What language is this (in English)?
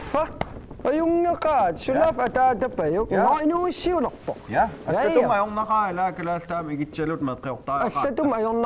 Kalaallisut